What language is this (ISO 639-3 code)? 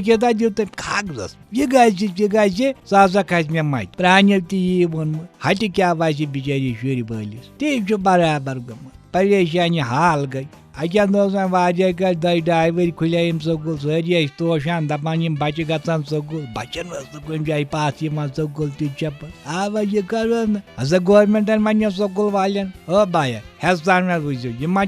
kas